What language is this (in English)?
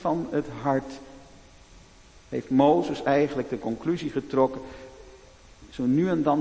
Dutch